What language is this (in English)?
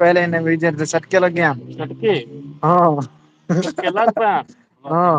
Saraiki